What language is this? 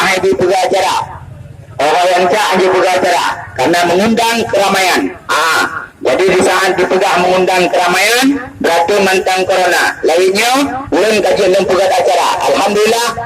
Achinese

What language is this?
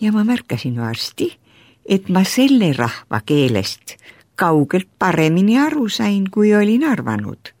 Estonian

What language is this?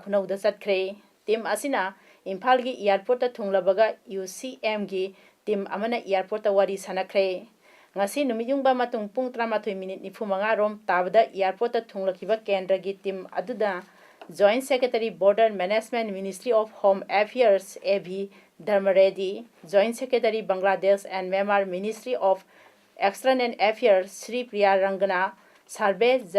Manipuri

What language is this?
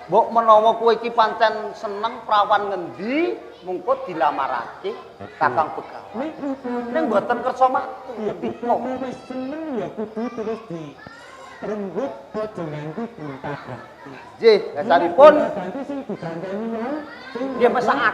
Javanese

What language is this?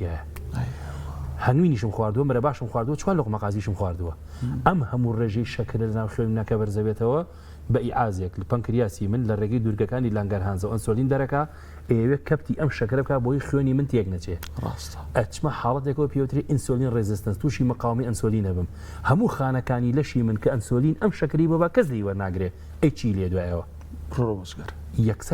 Central Kurdish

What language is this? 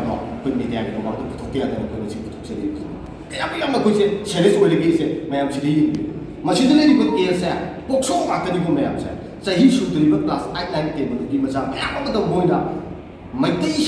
Manipuri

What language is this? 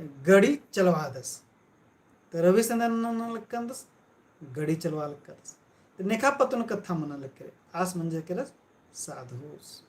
Kurukh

